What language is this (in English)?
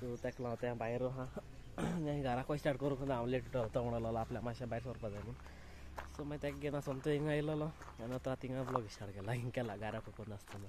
Konkani